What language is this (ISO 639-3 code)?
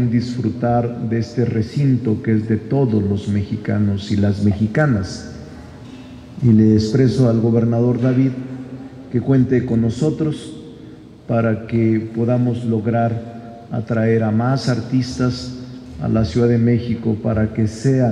spa